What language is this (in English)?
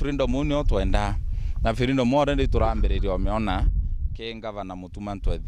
Meru